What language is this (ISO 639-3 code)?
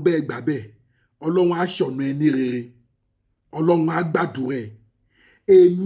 yor